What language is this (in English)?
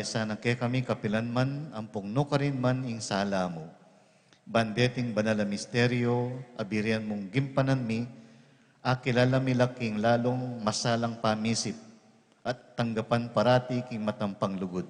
Pampanga